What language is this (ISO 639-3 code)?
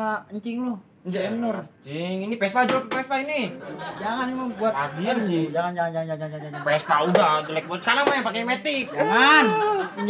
bew